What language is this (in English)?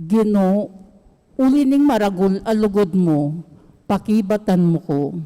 Pampanga